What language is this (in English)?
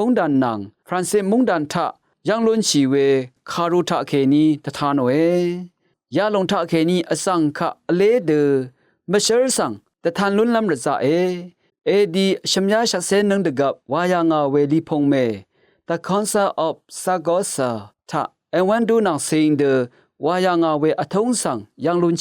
Rawang